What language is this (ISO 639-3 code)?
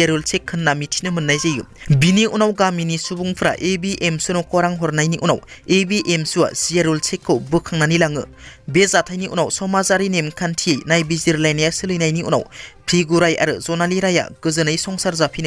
brx